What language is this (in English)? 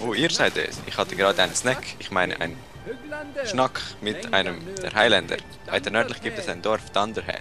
Swiss German